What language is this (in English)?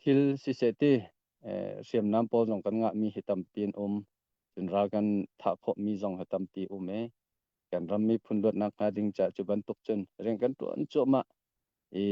Hakha Chin